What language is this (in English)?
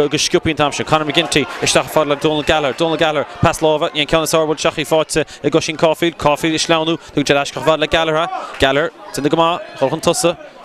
Irish